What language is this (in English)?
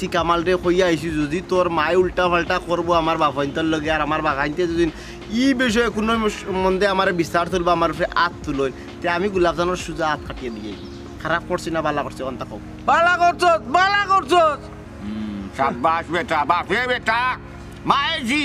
Sylheti